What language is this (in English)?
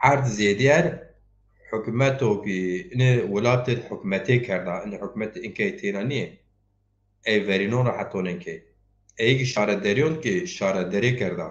Zaza